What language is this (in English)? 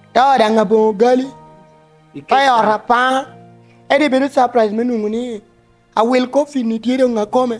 Lango (Uganda)